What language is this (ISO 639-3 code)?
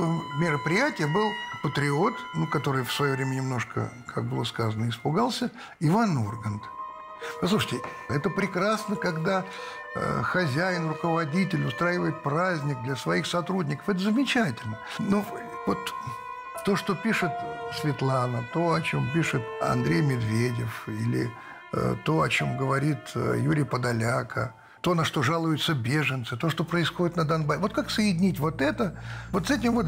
rus